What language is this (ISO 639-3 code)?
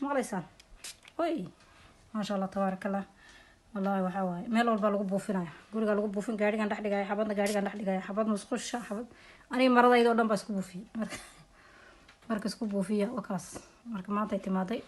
som